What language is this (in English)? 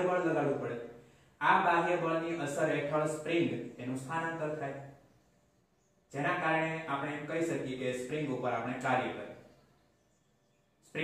Gujarati